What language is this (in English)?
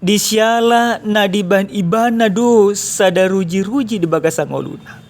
Batak Toba